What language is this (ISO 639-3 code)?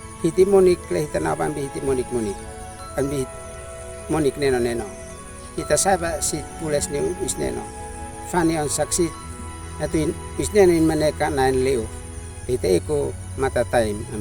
aoz